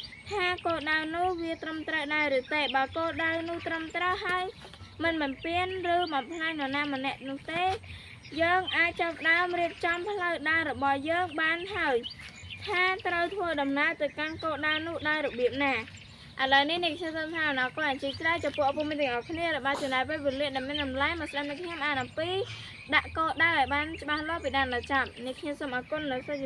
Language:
Khmer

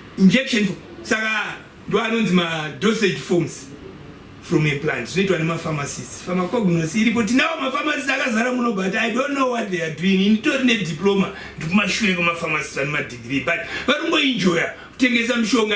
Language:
Shona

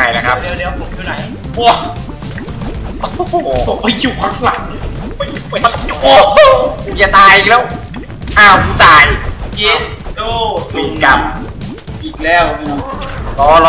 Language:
Thai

